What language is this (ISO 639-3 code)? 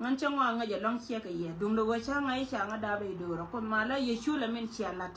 nus